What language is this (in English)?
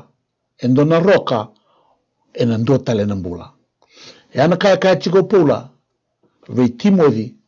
Fijian